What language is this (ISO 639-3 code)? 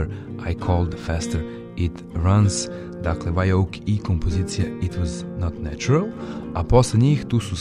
srp